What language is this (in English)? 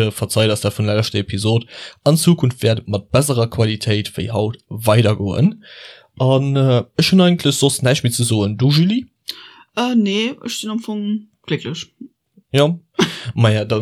Luxembourgish